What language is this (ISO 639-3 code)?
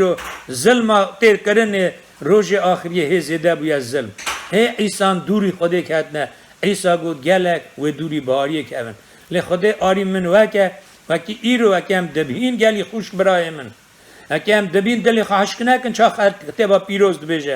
kur